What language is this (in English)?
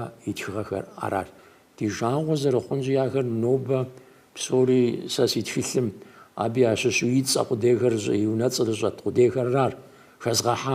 Kabardian